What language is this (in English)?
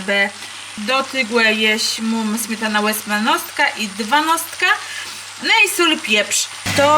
Kashubian